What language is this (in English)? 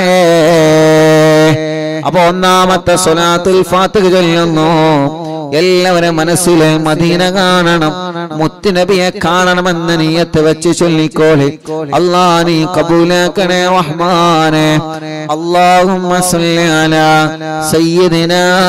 Malayalam